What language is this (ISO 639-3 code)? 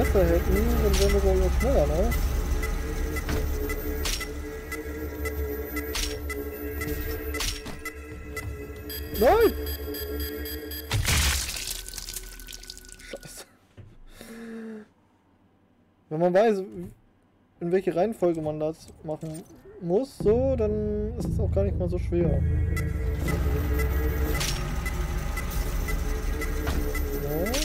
deu